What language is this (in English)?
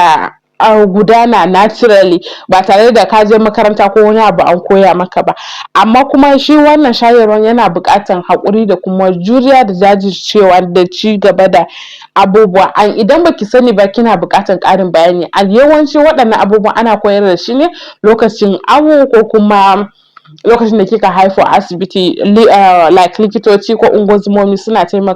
Hausa